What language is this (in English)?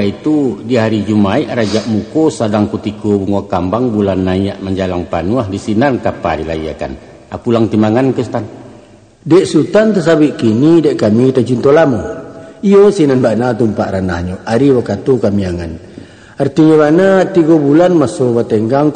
Minangkabau